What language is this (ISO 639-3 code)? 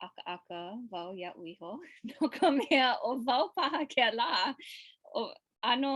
haw